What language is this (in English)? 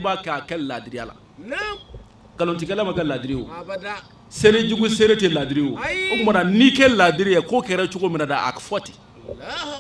Bambara